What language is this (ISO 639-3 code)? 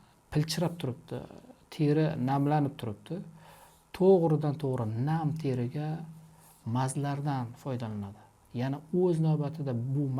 uzb